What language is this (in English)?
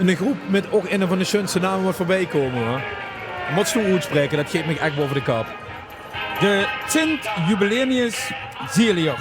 Limburgish